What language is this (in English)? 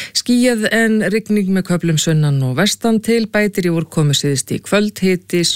Icelandic